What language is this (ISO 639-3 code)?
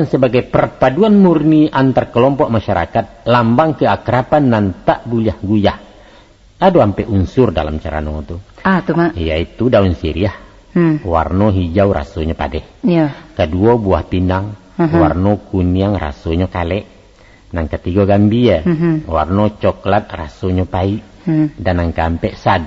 min